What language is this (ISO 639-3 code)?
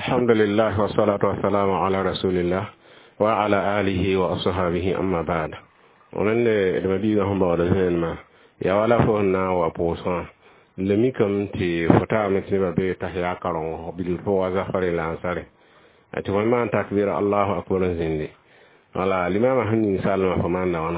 mos